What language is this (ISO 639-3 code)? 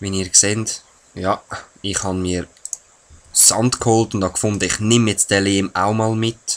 gsw